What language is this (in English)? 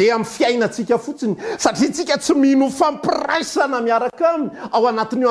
Malagasy